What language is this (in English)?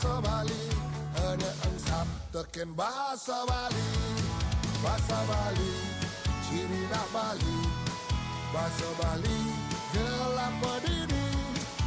Balinese